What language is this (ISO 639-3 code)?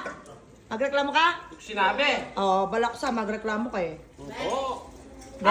pam